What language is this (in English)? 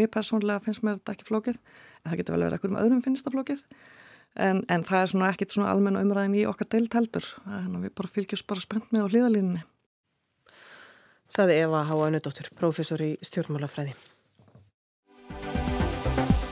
Icelandic